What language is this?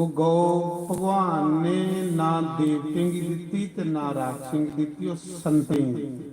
Dogri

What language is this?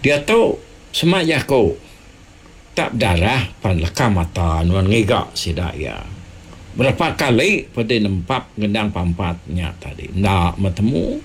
Iban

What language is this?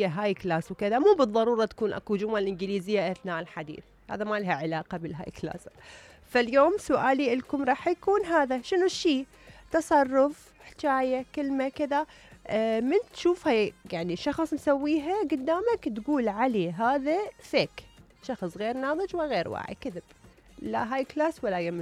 Mesopotamian Arabic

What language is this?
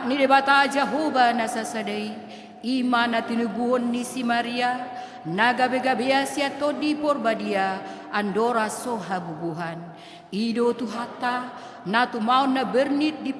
Batak Toba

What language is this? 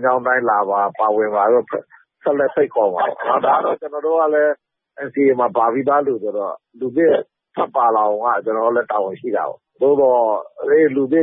Burmese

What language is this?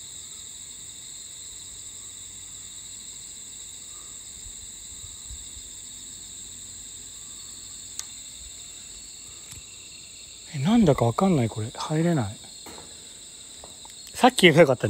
Japanese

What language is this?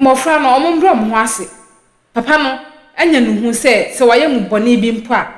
Akan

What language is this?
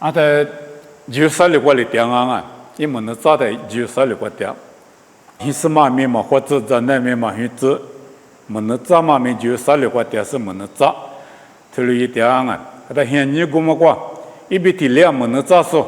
Lisu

